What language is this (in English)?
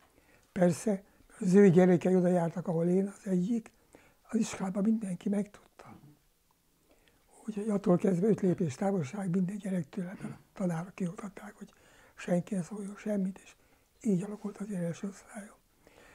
Hungarian